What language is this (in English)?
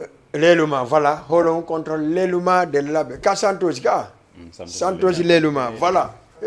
Fula